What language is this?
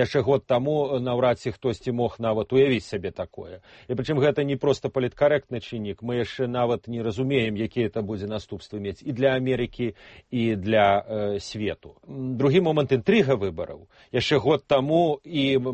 Belarusian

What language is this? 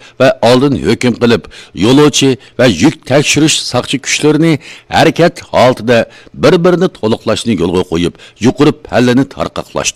Uyghur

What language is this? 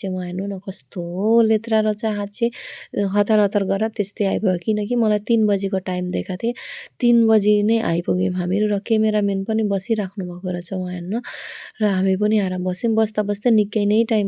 Nepali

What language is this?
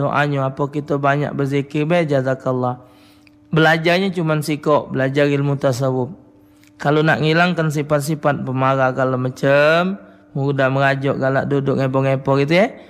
Musi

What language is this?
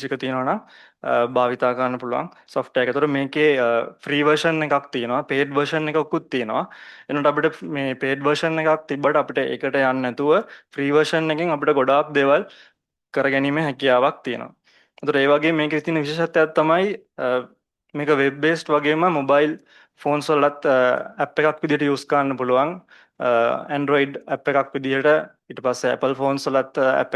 Sinhala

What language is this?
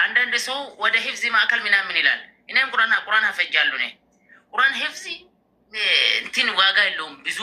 Amharic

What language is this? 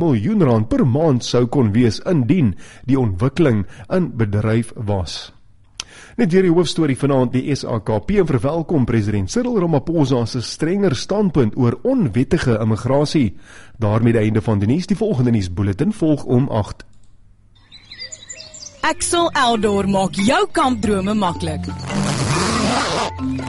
Afrikaans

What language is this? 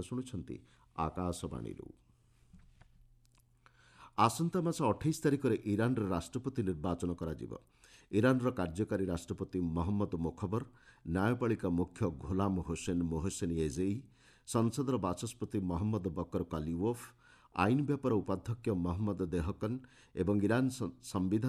Odia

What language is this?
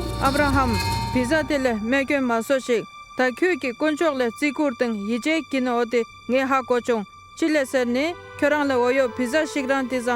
Dolpo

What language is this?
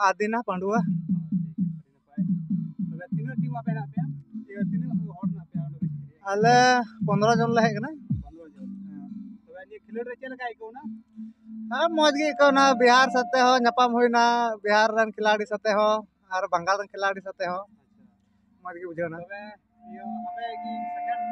Santali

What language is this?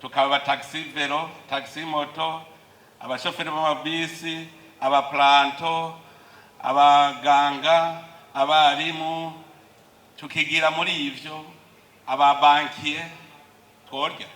Rundi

